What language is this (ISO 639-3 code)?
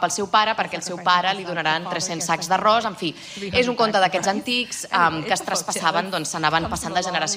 cat